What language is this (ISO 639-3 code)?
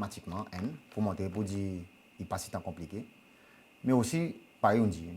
crs